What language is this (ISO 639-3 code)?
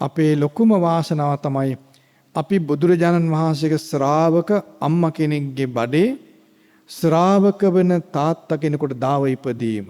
sin